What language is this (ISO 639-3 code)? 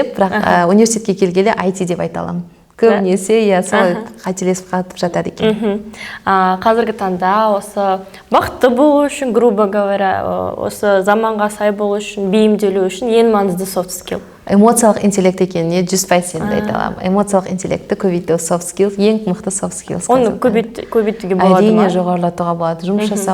kaz